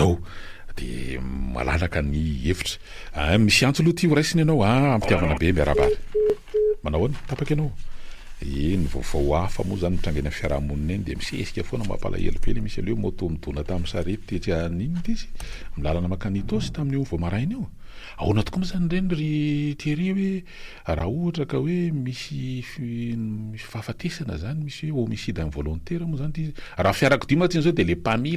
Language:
Malagasy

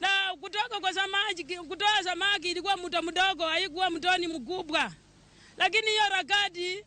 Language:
Luo (Kenya and Tanzania)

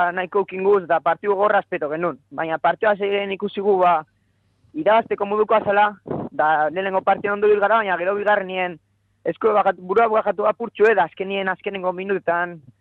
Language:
Basque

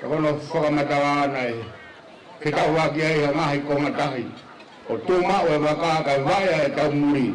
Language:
Tongan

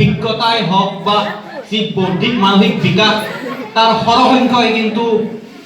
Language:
Assamese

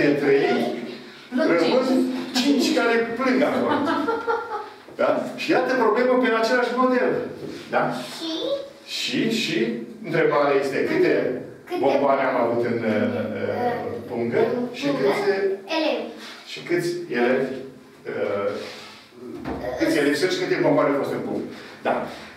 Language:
Romanian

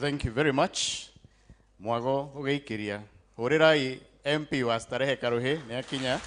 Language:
Kikuyu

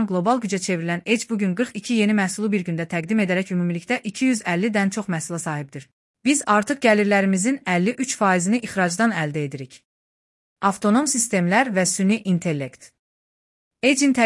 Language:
Azerbaijani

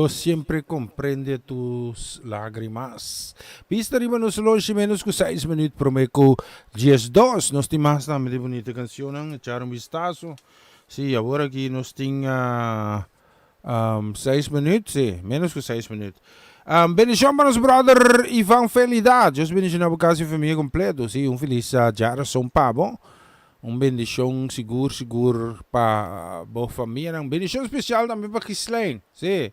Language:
Papiamento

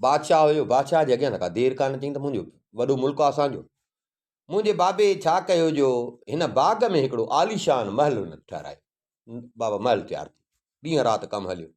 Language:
Sindhi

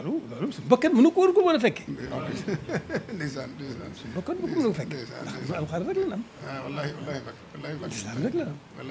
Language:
Wolof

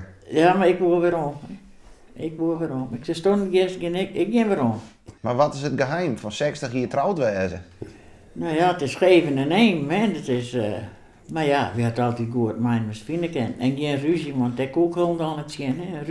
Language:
Western Frisian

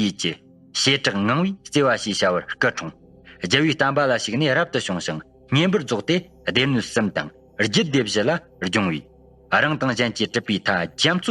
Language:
Tibetan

